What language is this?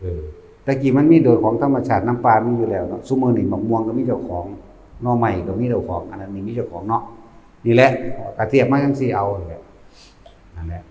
Northeastern Thai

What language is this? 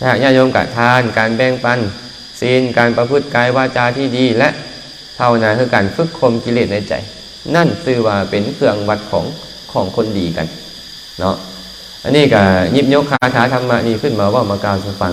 Lao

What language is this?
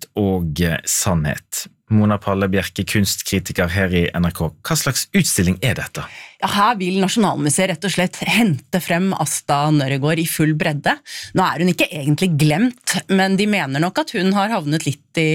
Norwegian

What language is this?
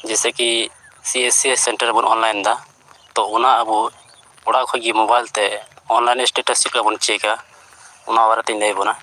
Santali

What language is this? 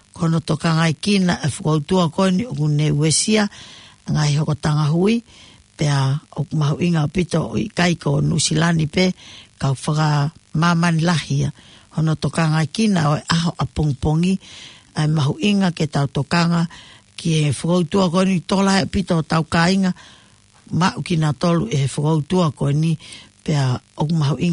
Tongan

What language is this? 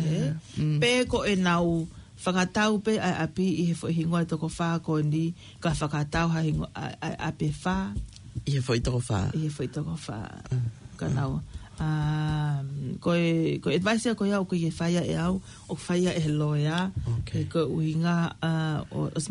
Tongan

